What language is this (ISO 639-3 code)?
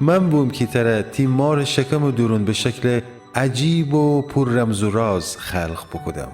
glk